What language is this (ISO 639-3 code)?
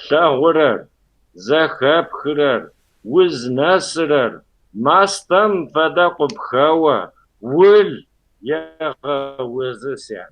kbd